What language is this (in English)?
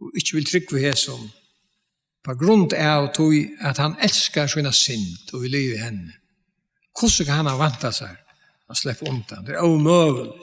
Faroese